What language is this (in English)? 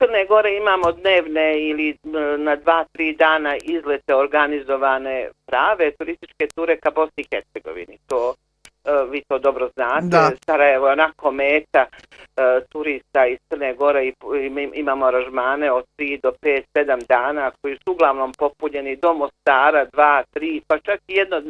Bosnian